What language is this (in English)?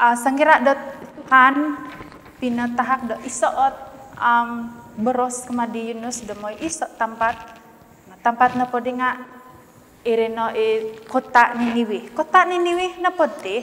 Central Dusun